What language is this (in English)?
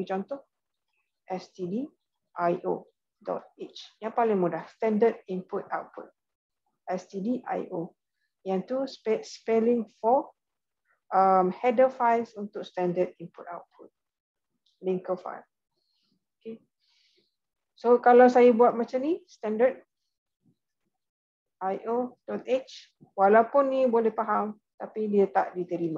Malay